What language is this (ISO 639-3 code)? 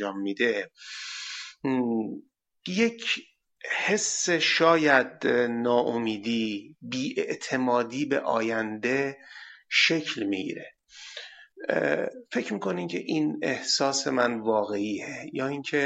fas